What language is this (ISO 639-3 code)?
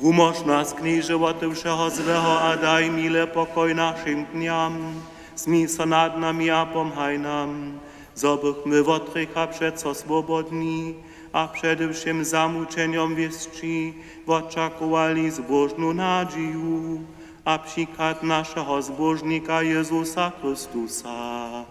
hsb